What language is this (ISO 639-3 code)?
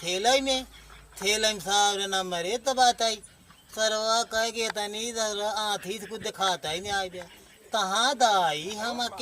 awa